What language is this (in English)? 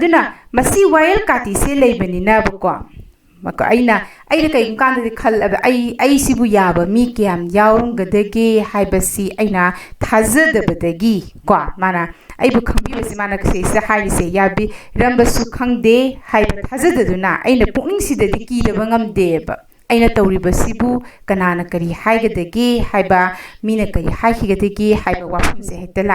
Manipuri